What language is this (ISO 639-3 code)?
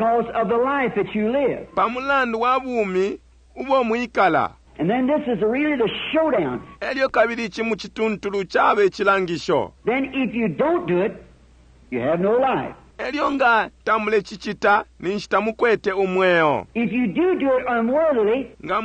bem